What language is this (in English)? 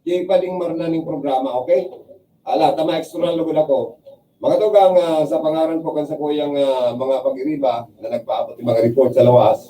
Bikol